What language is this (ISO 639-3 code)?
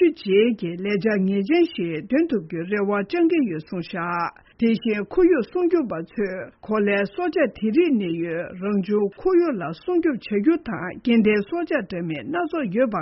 bod